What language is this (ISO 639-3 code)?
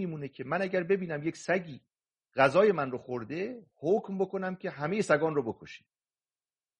fas